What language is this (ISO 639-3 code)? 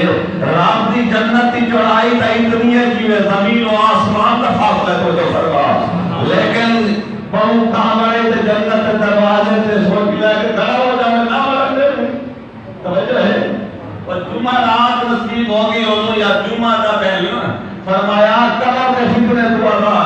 skr